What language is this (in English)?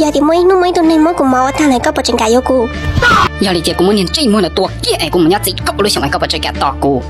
Hmong